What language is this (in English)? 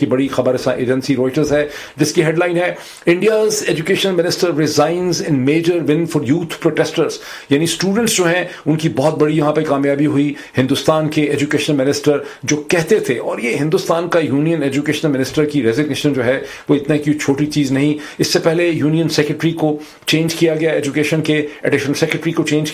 Urdu